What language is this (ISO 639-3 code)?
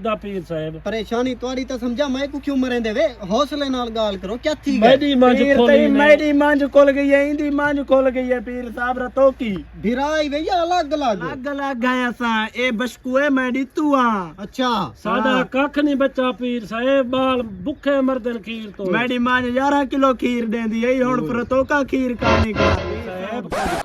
skr